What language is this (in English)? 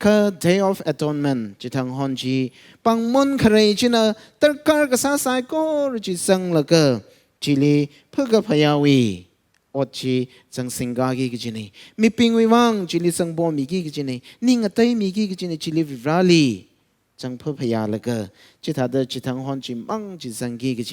Tangkhul Naga (India)